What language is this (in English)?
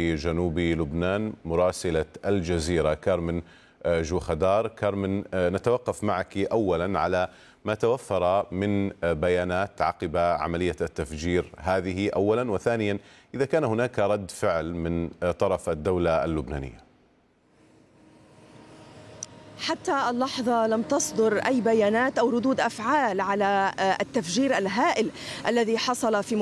Arabic